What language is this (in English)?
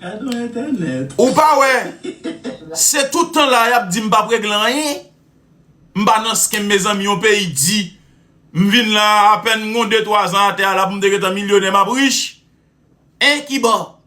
Haitian Creole